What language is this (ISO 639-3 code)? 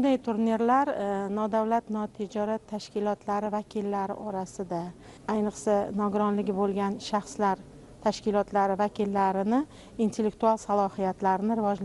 uzb